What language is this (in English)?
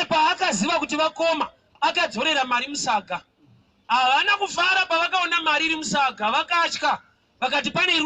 Shona